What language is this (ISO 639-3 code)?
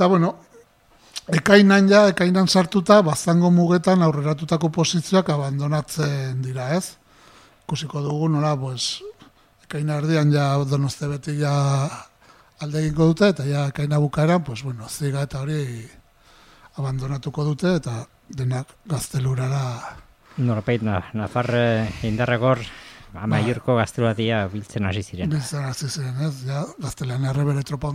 eus